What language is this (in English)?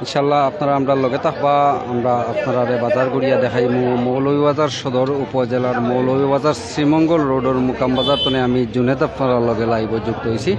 Sylheti